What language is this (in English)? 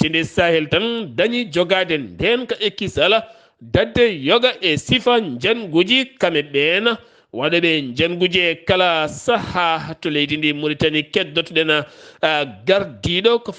Fula